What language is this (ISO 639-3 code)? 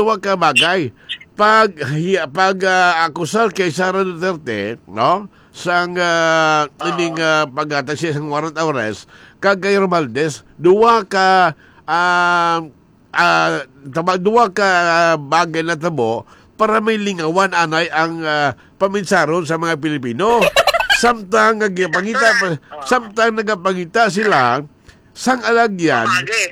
hil